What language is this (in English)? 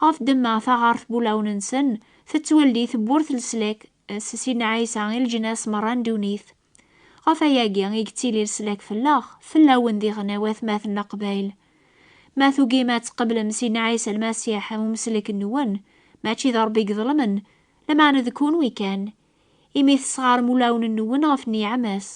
Kabyle